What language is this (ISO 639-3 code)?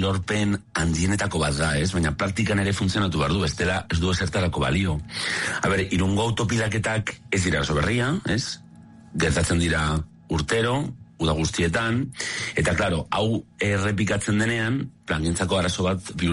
eus